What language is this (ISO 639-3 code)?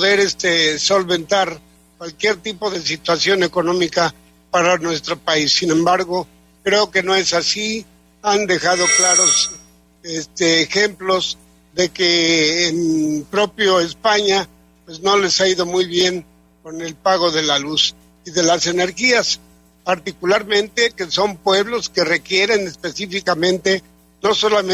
spa